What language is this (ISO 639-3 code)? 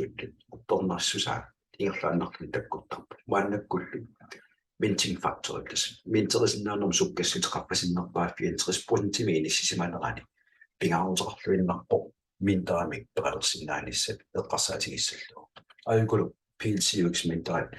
kal